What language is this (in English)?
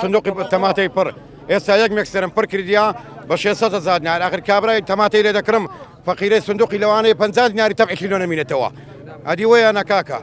Central Kurdish